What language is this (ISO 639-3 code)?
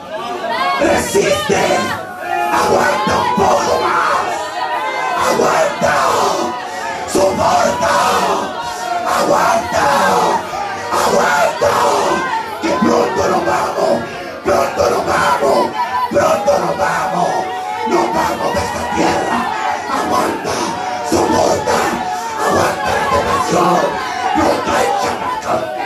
spa